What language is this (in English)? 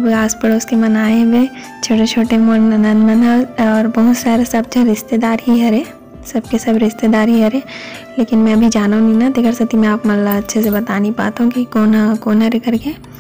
Chhattisgarhi